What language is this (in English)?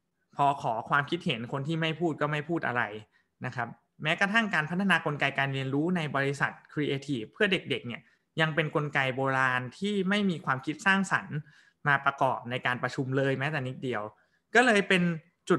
Thai